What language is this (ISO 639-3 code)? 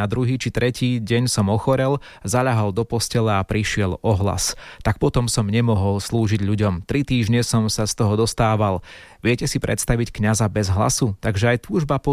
slk